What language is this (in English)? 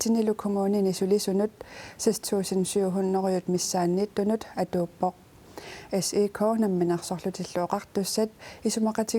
Kalaallisut